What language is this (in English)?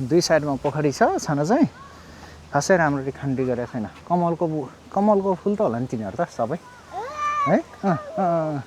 Nepali